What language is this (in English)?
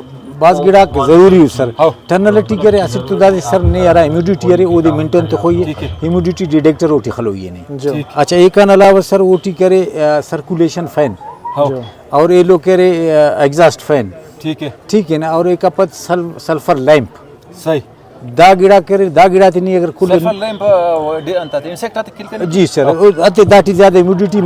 Brahui